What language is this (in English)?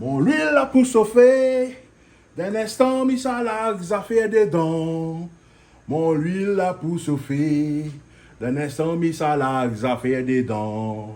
Réunion Creole French